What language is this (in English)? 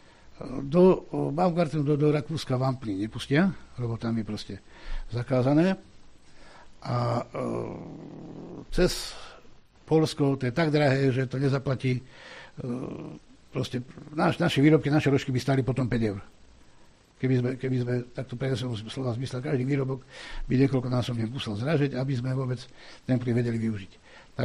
Slovak